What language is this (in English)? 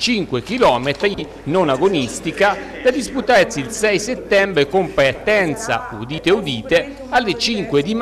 Italian